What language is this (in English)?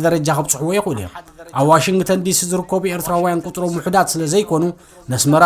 Tigrinya